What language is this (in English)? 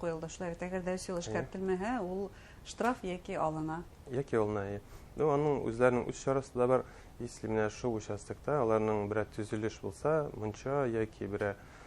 Bashkir